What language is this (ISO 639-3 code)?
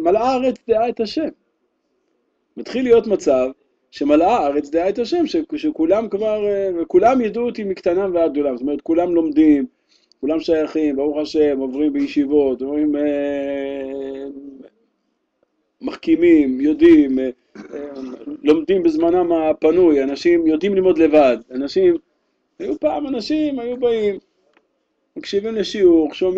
heb